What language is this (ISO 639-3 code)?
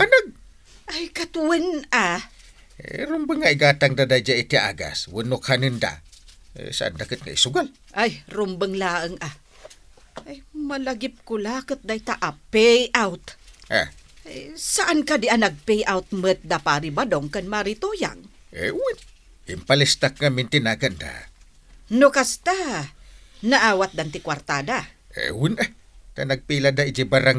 ilo